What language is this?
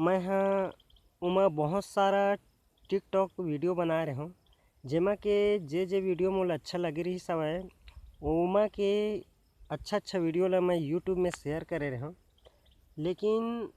Chhattisgarhi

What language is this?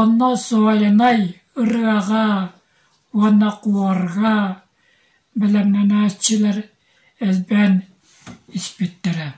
Yakut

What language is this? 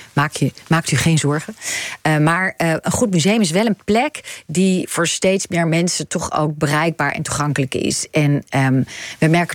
Dutch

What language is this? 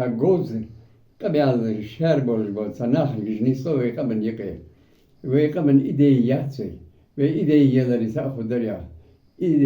Ingush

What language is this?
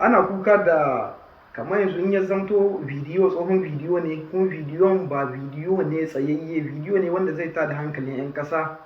Hausa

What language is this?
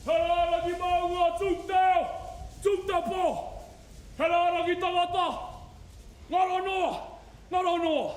Māori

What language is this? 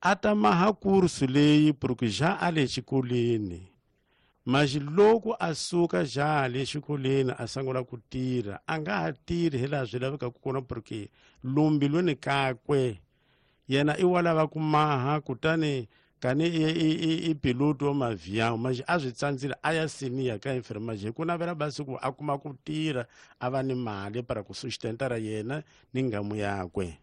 Tsonga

